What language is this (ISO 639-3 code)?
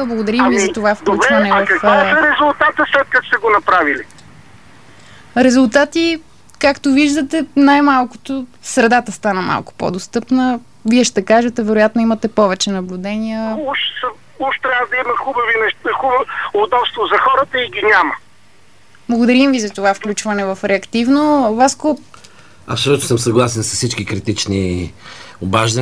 bul